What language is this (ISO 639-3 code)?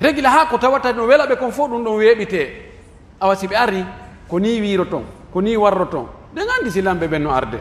fuf